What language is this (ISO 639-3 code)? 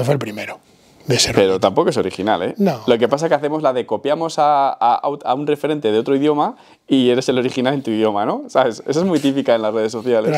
spa